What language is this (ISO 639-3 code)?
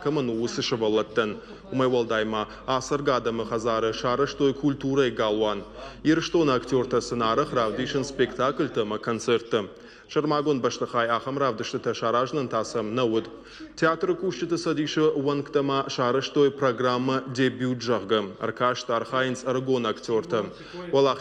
oss